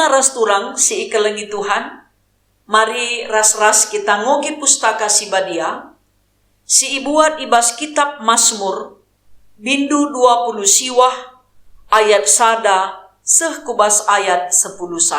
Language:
Batak Karo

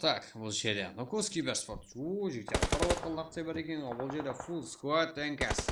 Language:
Kara-Kalpak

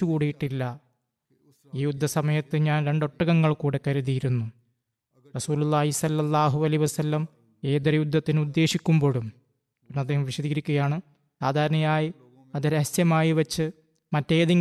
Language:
Malayalam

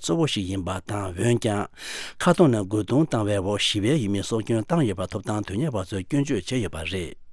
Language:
Tibetan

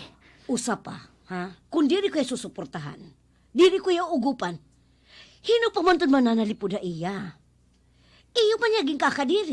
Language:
Waray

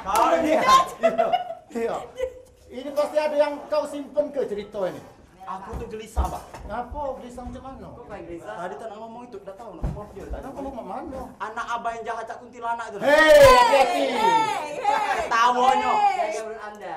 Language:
Musi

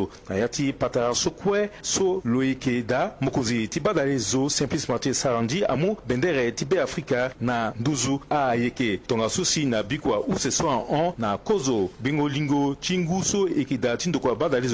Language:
Sango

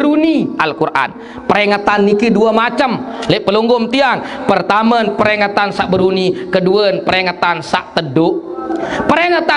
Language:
Sasak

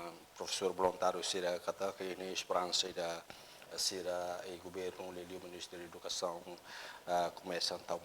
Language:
Tetum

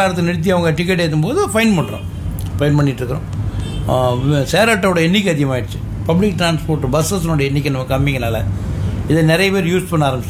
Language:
Tamil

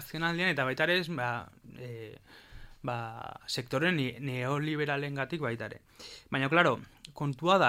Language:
Basque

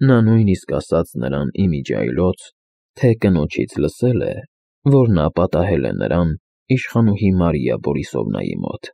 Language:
Armenian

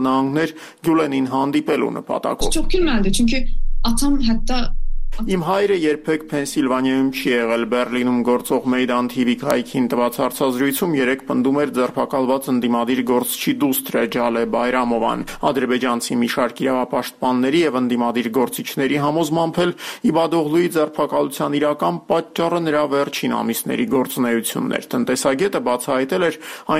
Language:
Armenian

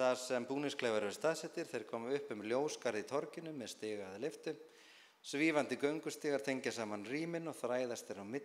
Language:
Icelandic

